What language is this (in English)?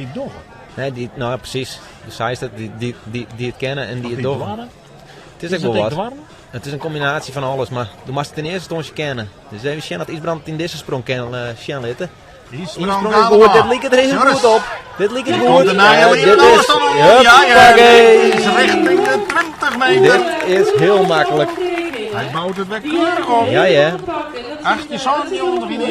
Western Frisian